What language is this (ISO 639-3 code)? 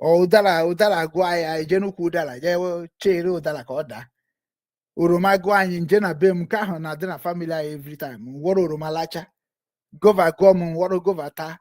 ibo